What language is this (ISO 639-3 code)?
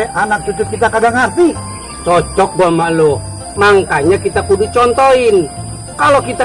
bew